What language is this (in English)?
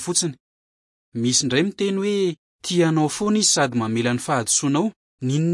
Malagasy